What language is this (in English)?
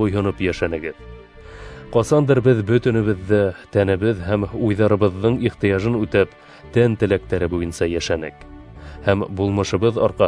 Bashkir